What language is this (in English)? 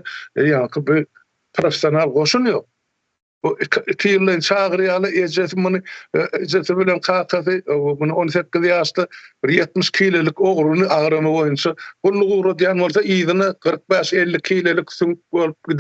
Turkmen